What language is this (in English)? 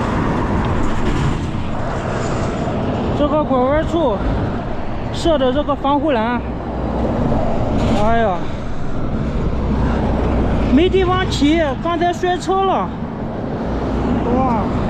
Chinese